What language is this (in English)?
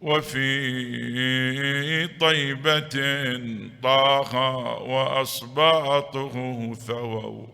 Mesopotamian Arabic